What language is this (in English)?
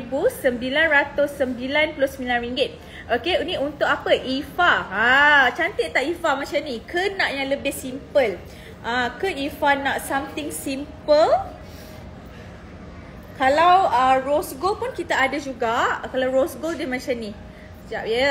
Malay